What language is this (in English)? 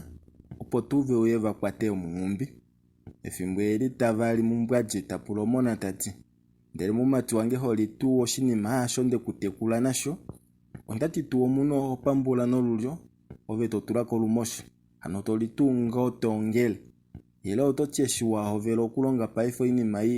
Kuanyama